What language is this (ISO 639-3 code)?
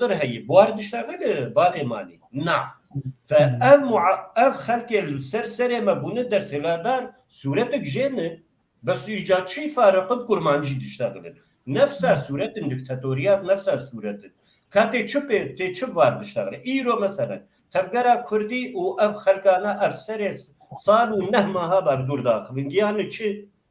kur